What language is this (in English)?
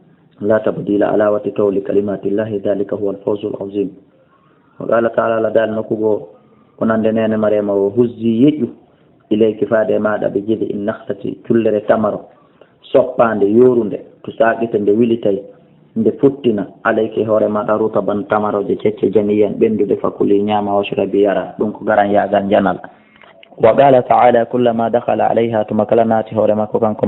Fula